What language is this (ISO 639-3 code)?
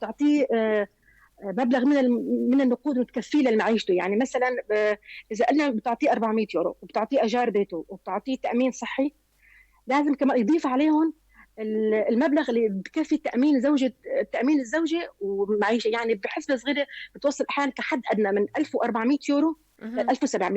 apc